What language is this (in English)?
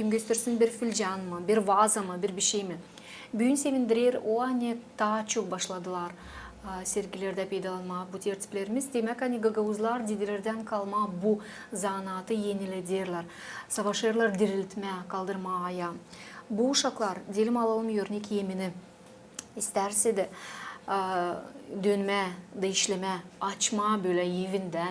Gagauz